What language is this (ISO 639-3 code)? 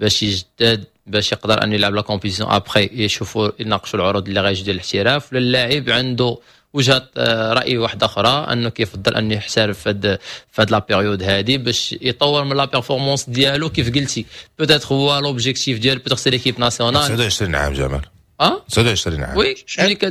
ary